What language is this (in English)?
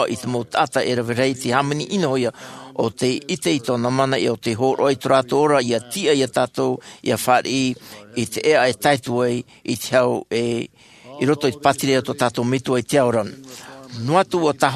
Tahitian